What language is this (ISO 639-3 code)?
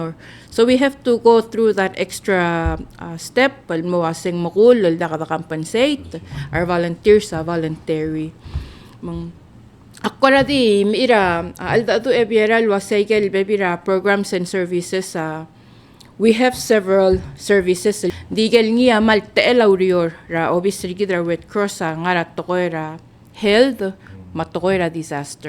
pau